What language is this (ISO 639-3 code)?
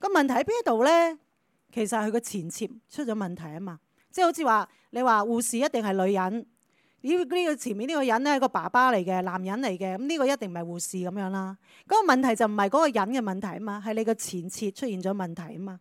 yue